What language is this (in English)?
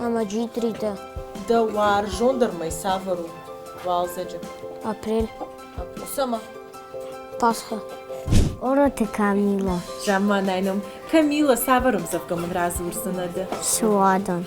Ossetic